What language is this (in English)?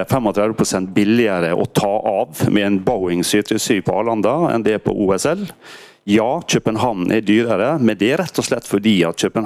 Norwegian